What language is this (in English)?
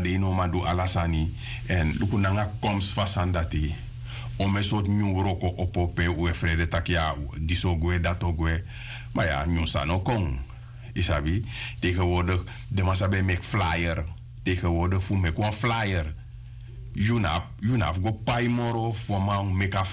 Sranan Tongo